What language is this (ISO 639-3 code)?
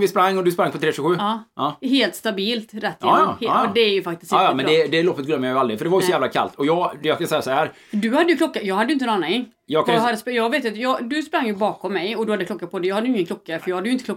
swe